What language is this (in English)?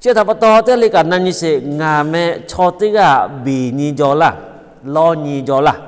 Lahu